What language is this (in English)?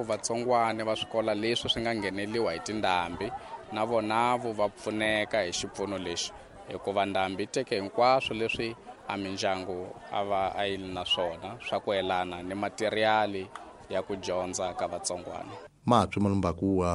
Tsonga